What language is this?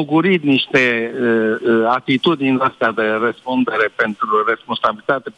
Romanian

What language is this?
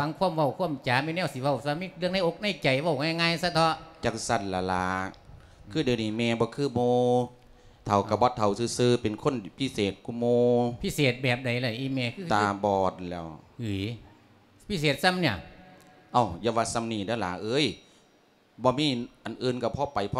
Lao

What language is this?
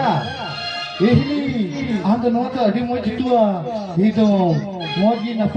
Santali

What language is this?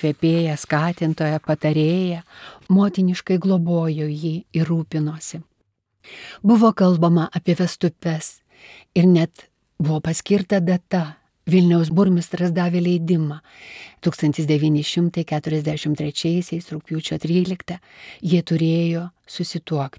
Lithuanian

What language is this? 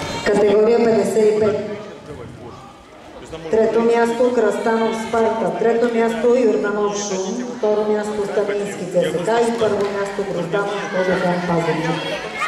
Bulgarian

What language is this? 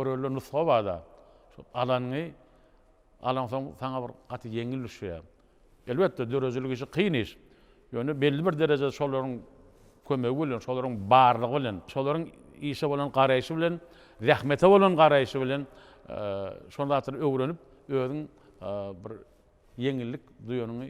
Turkmen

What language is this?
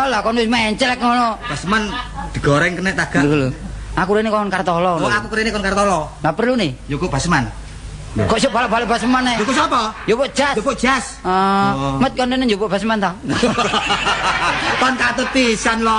Javanese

